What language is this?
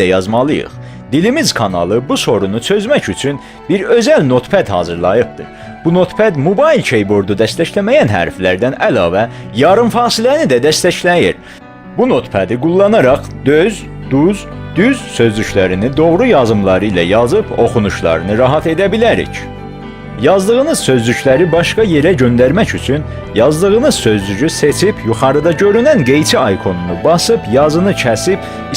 South Azerbaijani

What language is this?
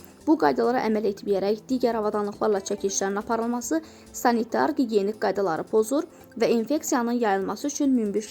Azerbaijani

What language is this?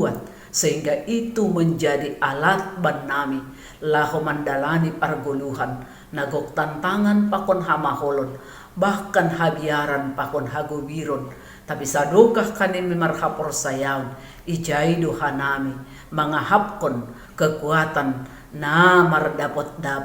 Batak Simalungun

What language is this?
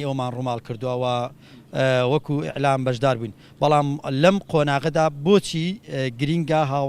Central Kurdish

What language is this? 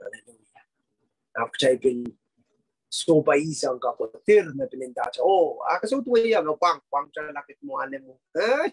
Pohnpeian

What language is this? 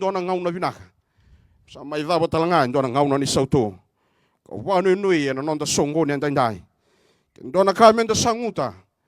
Fijian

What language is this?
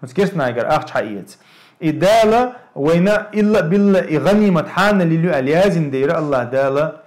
Chechen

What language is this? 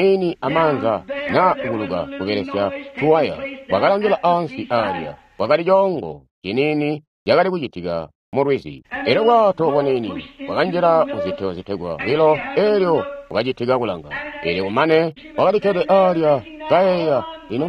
Tonga (Zambia)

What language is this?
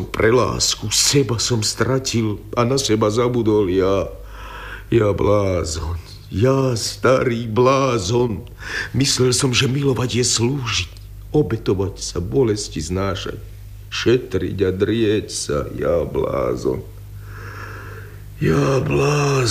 Slovak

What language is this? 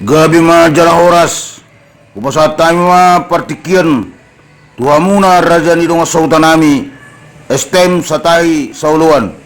Batak Toba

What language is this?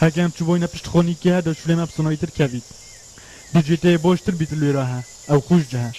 Kurdish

